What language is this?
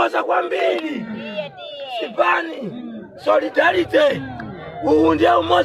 Nyanja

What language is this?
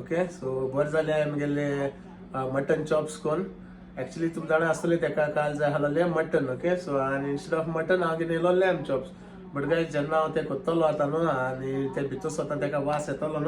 Konkani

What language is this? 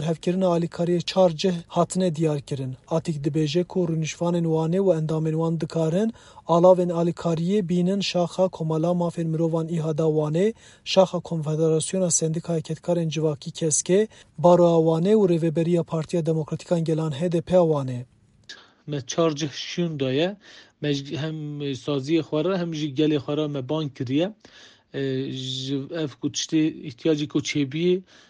Kurdish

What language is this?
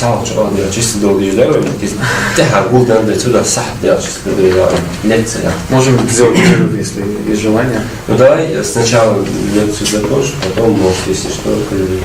Ingush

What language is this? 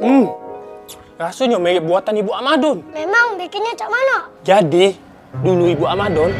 Musi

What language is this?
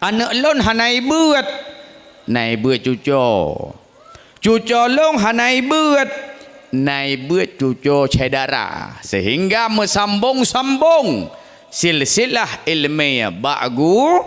Achinese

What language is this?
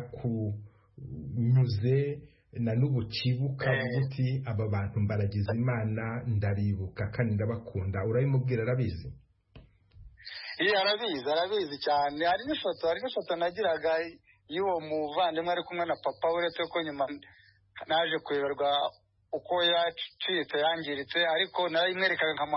Kinyarwanda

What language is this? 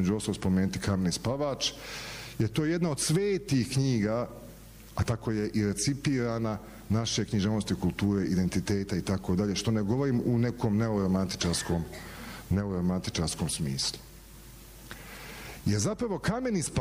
Bosnian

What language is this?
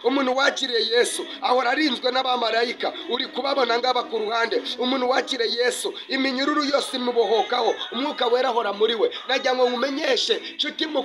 Kinyarwanda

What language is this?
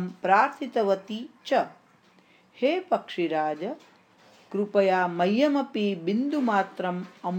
Sanskrit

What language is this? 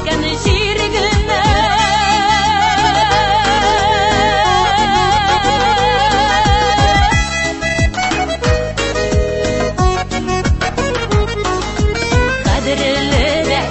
Tatar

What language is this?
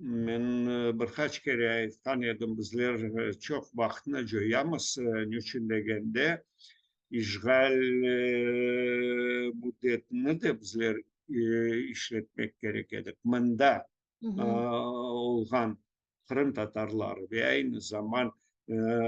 Crimean Tatar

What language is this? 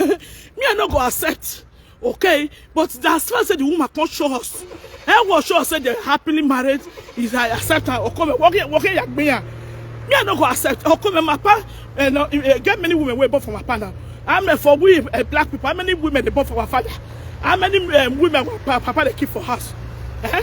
Nigerian Pidgin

